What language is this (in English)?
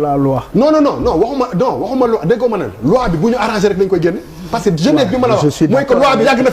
Wolof